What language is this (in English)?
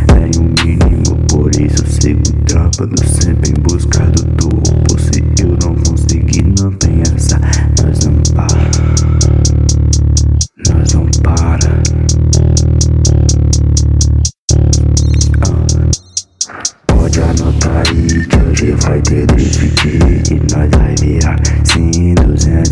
Portuguese